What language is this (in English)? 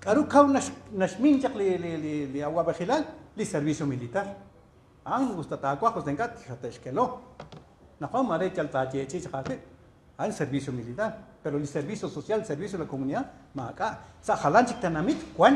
Kekchí